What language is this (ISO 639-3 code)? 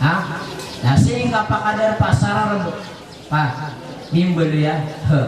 mrw